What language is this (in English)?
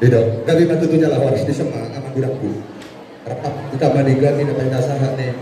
Batak Toba